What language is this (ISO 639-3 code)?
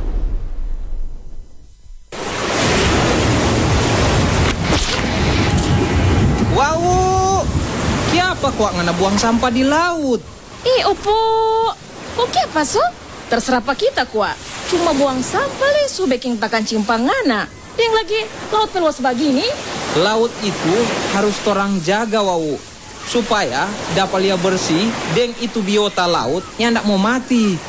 ind